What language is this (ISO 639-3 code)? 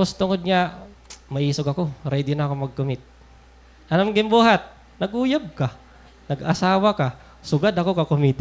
war